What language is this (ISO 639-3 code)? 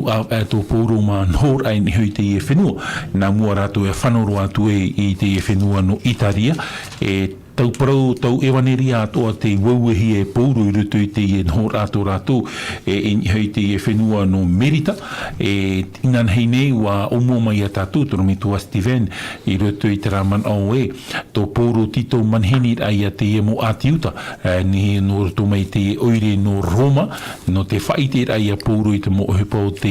tah